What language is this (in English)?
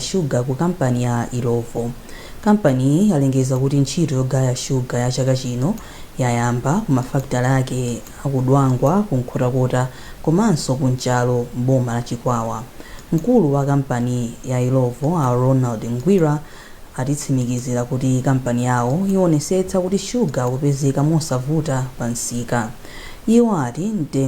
Nyanja